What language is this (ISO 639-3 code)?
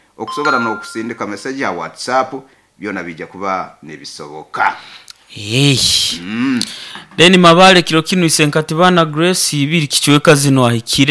nyo